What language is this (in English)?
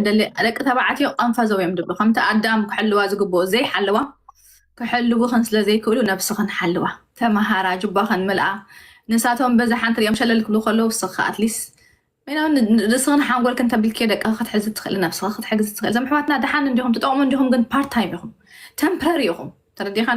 Tigrinya